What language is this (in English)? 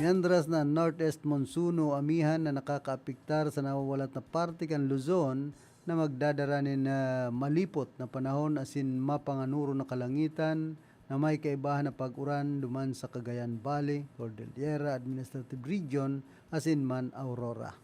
Bikol